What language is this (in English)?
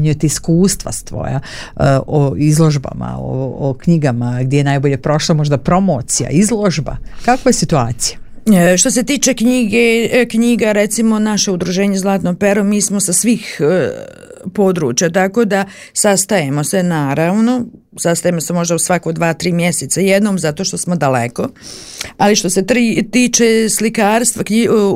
Serbian